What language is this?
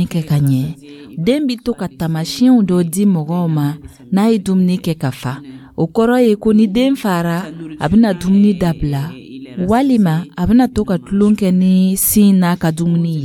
Dyula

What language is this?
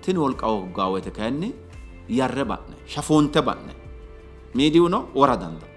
Sidamo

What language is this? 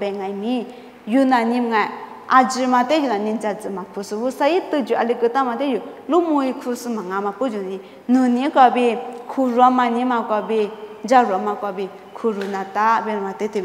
Lisu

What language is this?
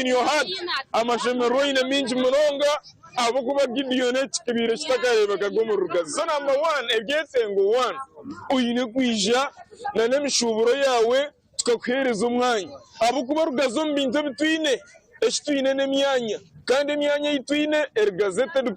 Nyankole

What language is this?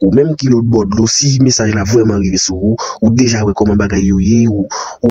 Haitian Creole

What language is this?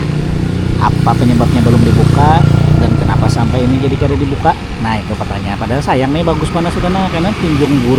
Banjar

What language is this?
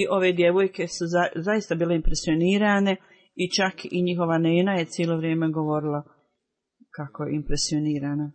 Bosnian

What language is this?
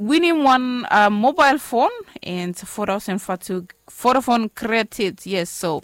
Bislama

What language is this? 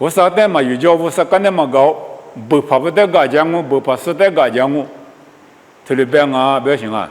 Lisu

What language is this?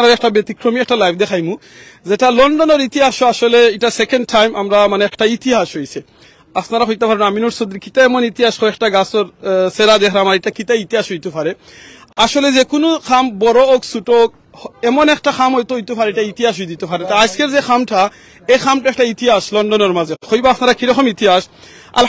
Sylheti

